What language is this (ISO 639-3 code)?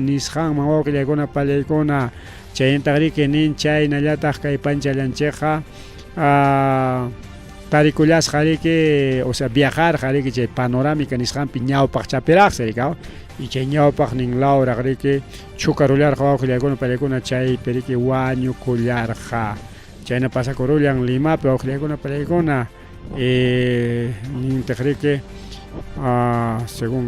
quy